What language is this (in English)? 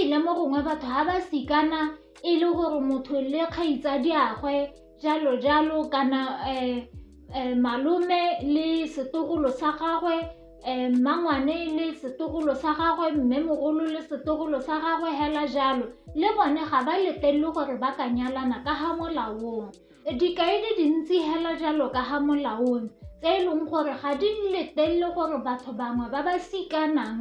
Tswana